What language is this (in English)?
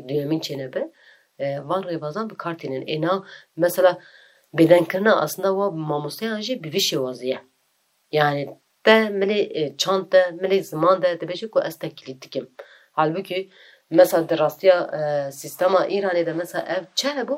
Kurdish